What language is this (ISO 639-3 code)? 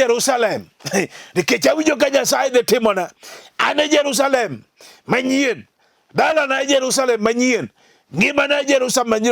luo